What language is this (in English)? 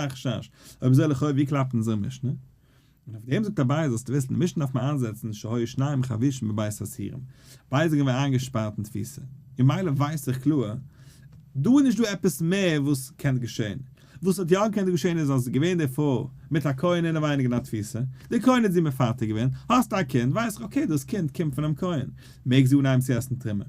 Yiddish